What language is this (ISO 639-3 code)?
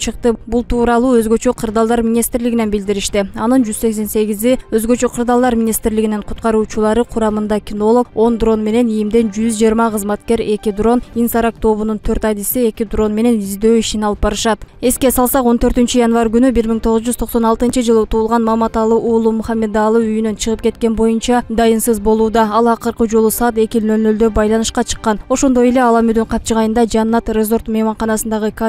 kir